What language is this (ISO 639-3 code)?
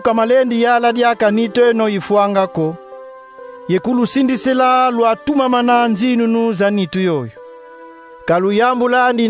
kon